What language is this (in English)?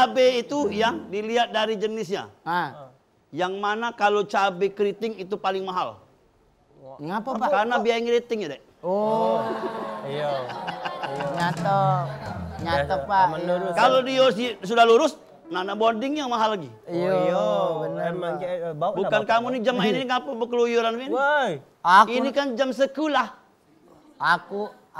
Musi